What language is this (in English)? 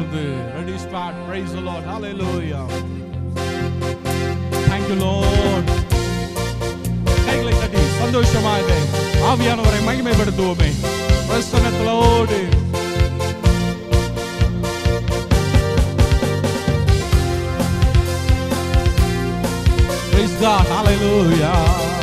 Tamil